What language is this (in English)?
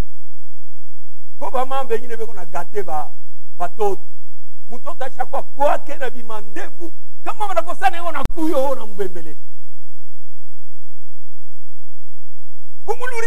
Swahili